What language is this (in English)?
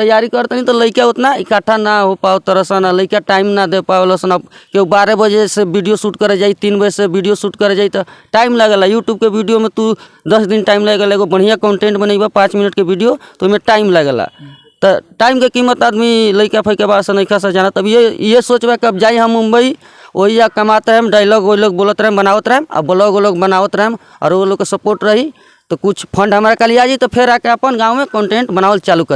Bhojpuri